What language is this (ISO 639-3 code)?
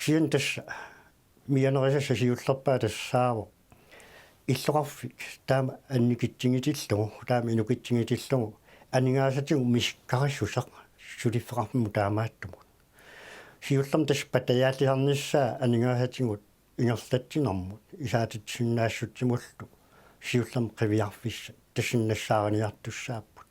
kal